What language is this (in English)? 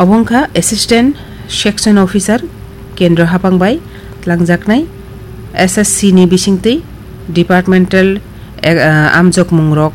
Kok Borok